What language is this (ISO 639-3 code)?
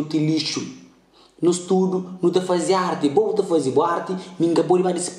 kea